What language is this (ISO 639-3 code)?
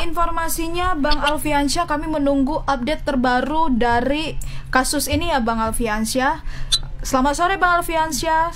ind